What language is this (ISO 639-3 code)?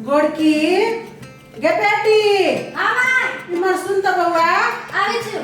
mai